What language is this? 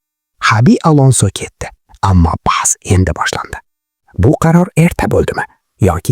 Uzbek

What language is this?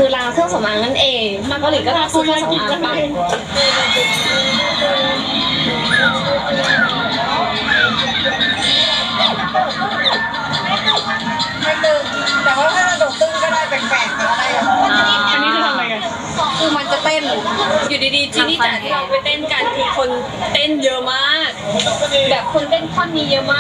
Thai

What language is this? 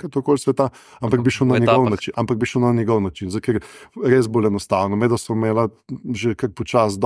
Slovenian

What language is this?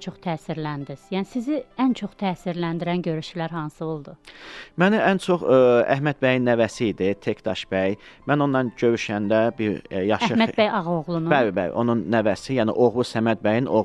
Azerbaijani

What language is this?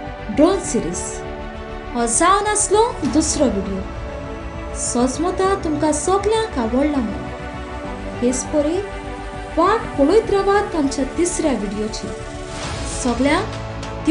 Konkani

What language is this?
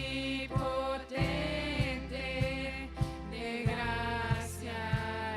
Plautdietsch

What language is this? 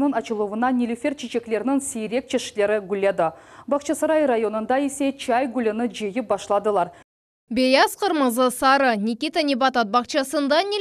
Crimean Tatar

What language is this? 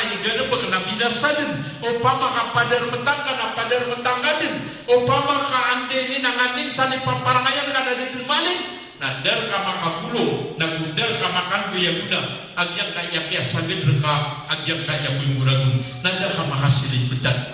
Maranao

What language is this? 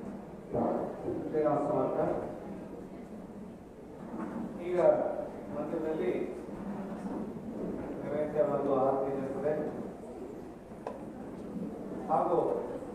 Kannada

